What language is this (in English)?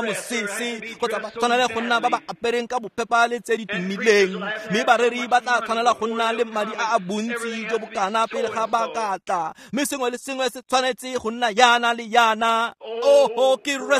Tswana